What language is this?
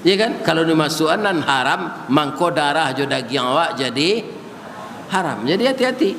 Minangkabau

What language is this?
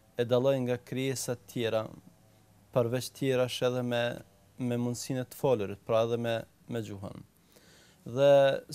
Albanian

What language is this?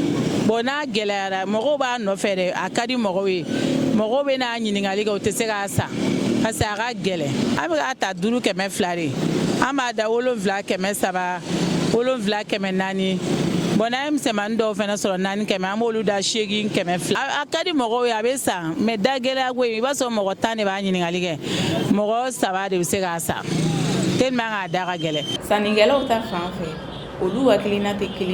Bambara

